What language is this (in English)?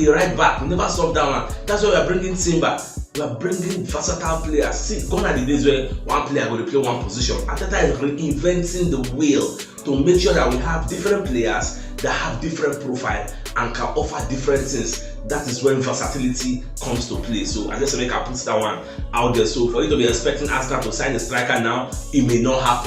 Nigerian Pidgin